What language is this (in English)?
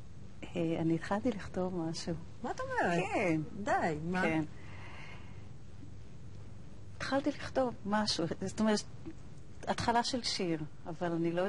Hebrew